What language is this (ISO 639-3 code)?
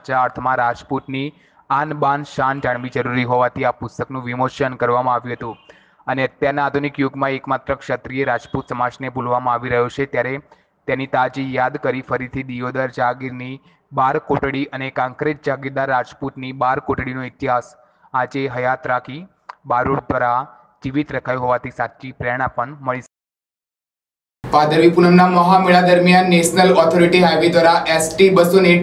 guj